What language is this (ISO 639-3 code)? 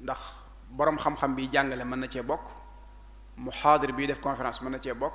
wol